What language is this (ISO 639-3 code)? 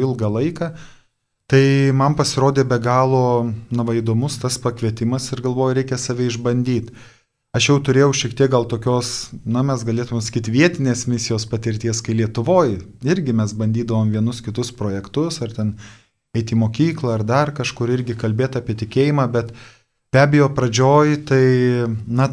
lit